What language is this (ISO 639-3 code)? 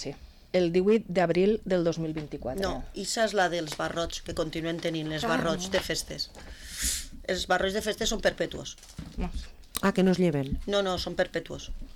cat